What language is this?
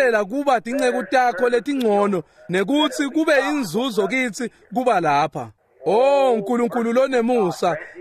Swati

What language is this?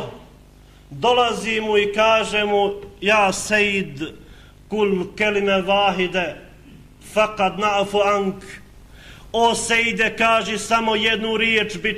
Bosnian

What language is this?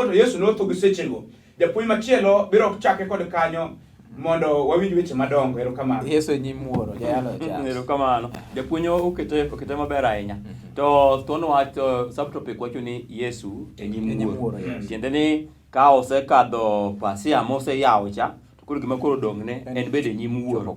Luo (Kenya and Tanzania)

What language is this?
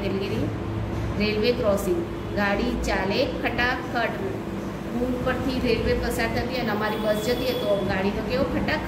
Gujarati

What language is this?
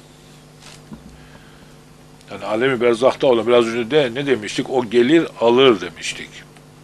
Turkish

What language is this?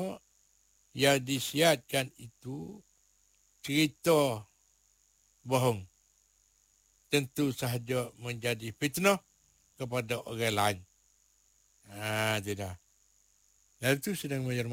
Malay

